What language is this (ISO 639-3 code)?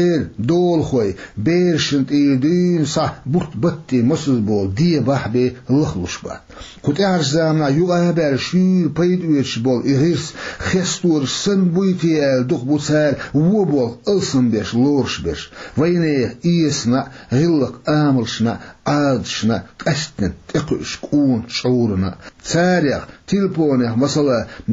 che